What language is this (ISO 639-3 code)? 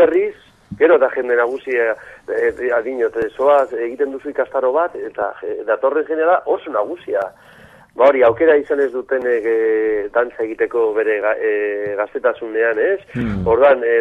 eus